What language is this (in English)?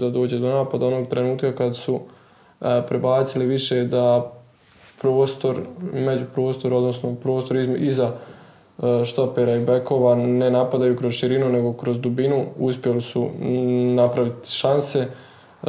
Bosnian